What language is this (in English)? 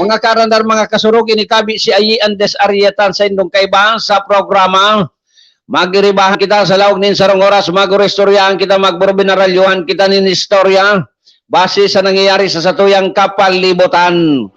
Bikol